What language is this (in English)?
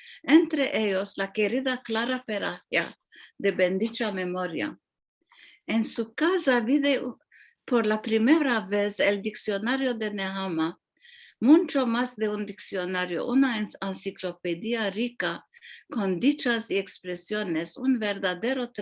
Ladino